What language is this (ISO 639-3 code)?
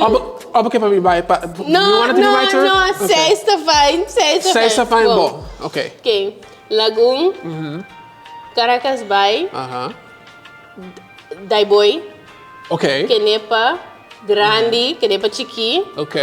pap